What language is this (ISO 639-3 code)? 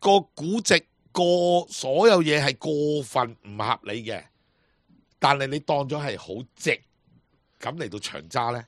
yue